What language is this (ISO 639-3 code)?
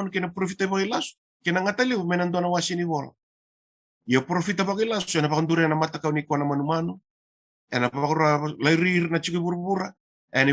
fij